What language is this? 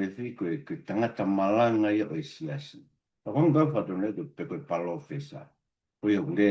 Tongan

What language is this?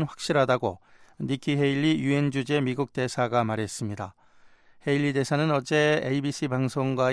Korean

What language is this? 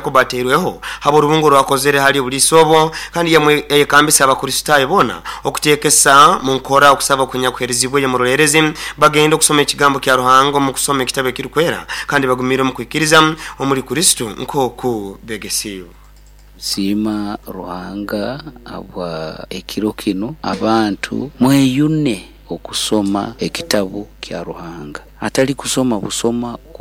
Nyoro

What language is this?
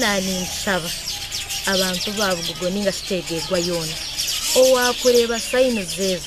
Nyankole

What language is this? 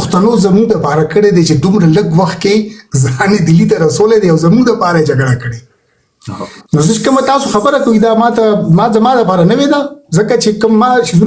Pashto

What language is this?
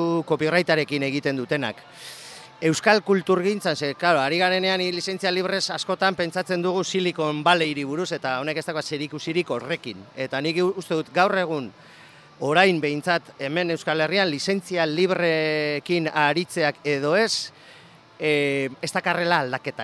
Basque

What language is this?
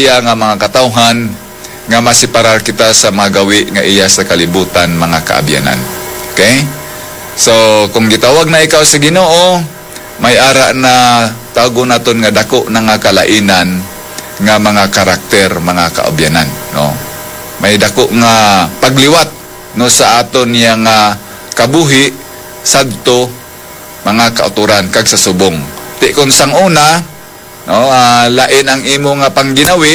Hiligaynon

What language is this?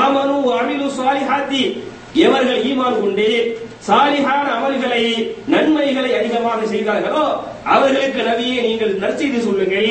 Tamil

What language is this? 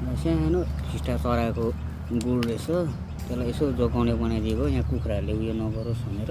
Nepali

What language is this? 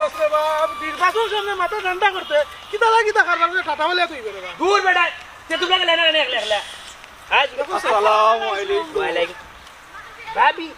Sylheti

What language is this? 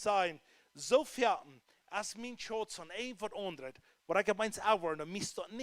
Plautdietsch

